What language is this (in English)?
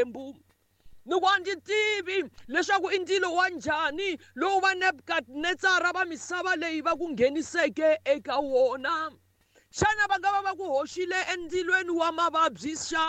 Tsonga